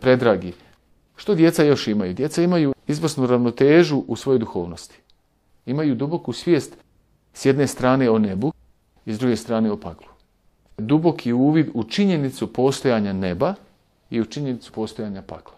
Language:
Croatian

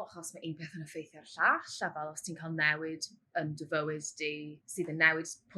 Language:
Welsh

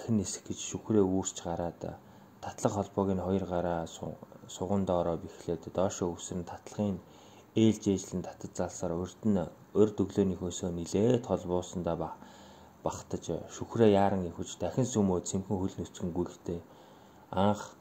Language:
Mongolian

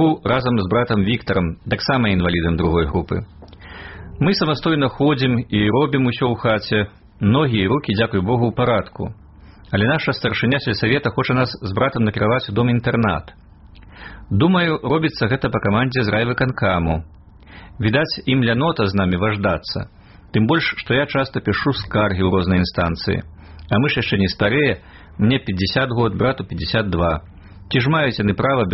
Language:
Belarusian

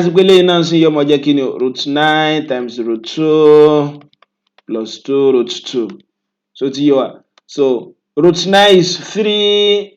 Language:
Yoruba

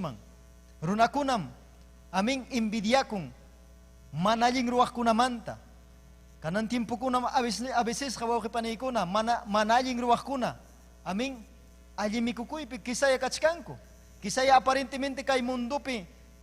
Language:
Ayacucho Quechua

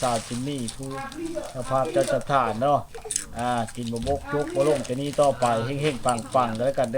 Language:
Lao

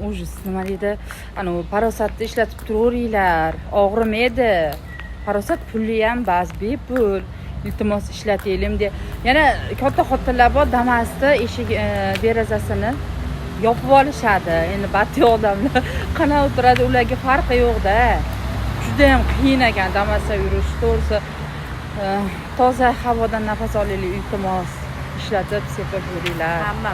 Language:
Uzbek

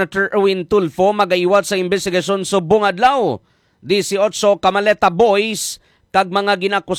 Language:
Hiligaynon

